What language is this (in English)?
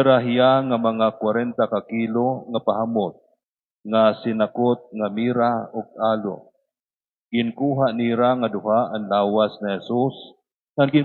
Waray